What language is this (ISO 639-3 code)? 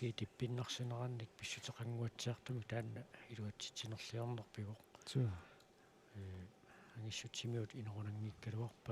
kal